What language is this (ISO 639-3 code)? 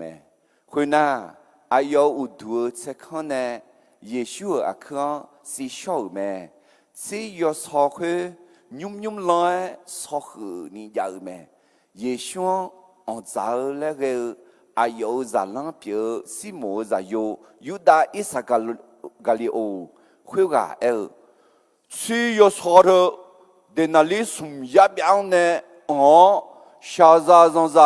ahk